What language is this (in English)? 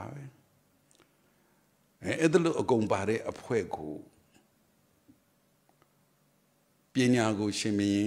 Burmese